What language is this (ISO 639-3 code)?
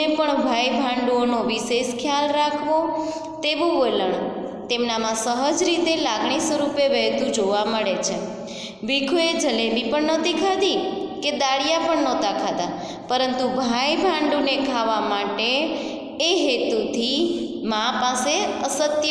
guj